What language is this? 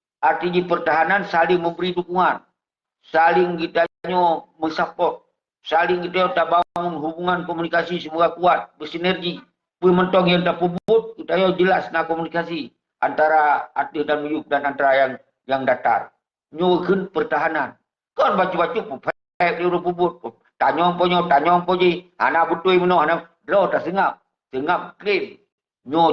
Achinese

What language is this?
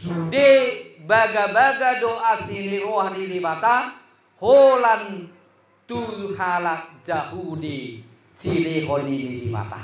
Batak Toba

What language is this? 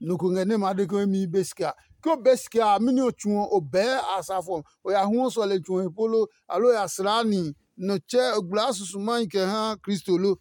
Adangme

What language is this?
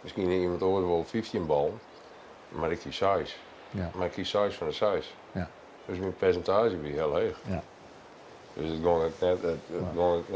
Western Frisian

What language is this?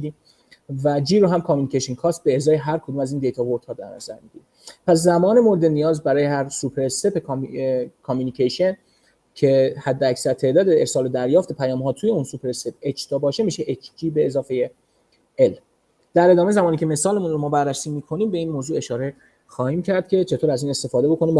Persian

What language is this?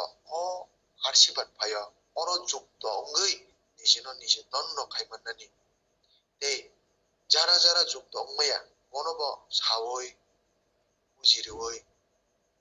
Kok Borok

